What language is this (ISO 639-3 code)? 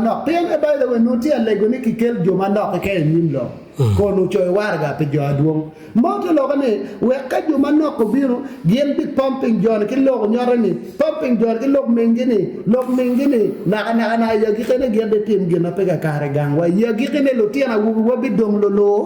ach